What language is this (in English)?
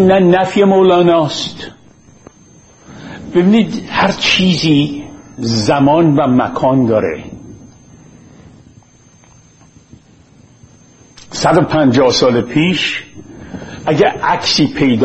Persian